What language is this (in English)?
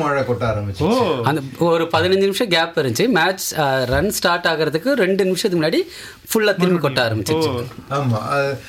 Tamil